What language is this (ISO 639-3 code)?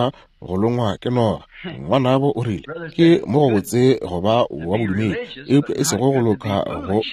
nso